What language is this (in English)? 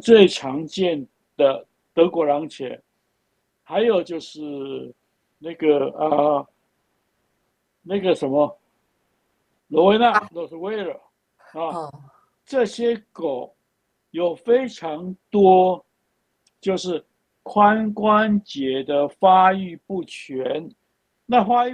Chinese